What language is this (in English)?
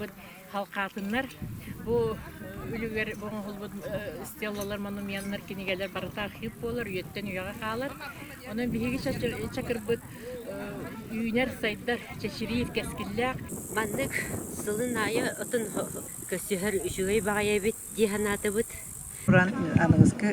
Yakut